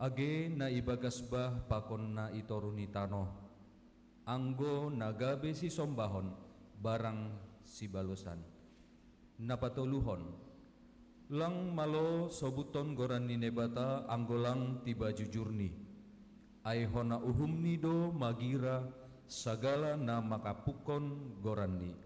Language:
Batak Simalungun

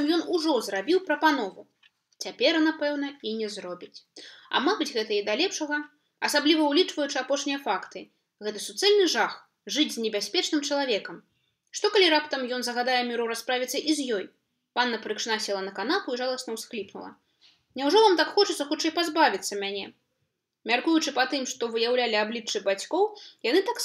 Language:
Belarusian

